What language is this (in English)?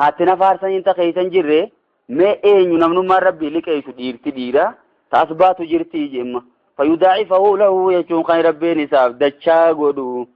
Oromo